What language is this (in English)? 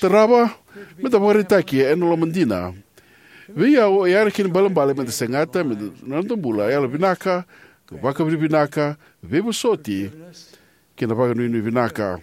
Fijian